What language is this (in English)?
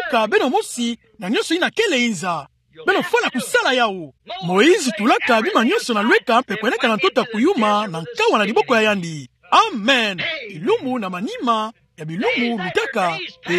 Kituba (Democratic Republic of Congo)